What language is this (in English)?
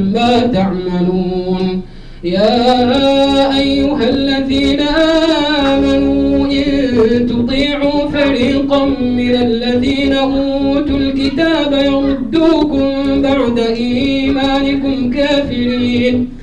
Arabic